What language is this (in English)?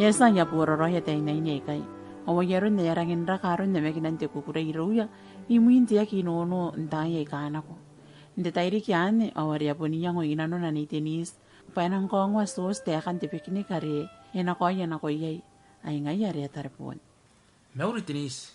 Gilbertese